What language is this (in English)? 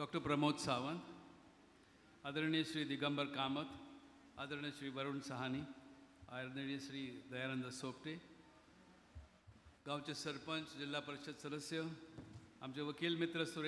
Marathi